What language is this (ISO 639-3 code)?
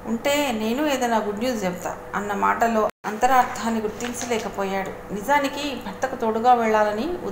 tel